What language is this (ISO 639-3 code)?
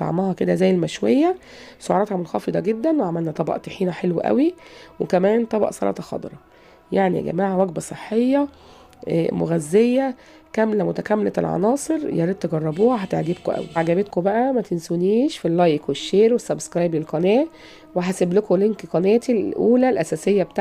arz